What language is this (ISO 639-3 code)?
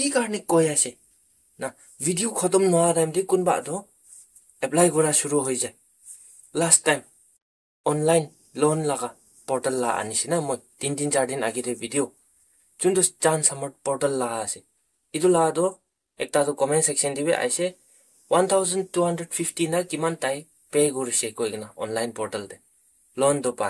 nag